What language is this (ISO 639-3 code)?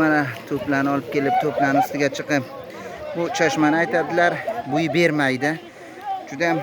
uzb